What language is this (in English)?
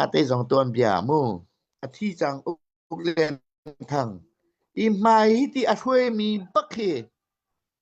Hakha Chin